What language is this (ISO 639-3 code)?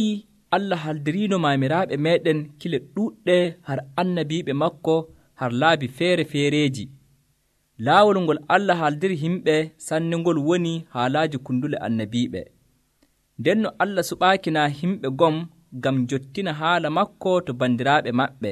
fuv